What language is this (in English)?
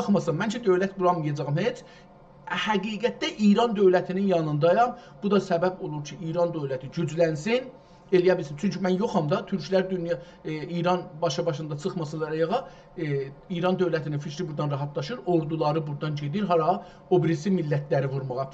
South Azerbaijani